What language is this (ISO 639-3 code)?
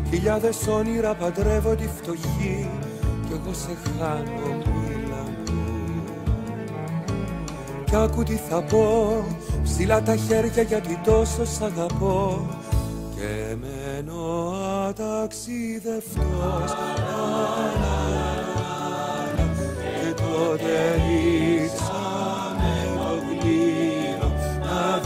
ell